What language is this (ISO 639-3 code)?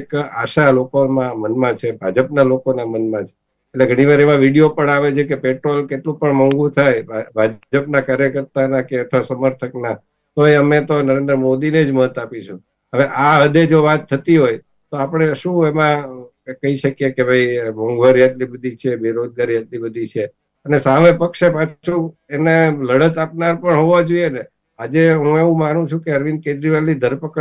guj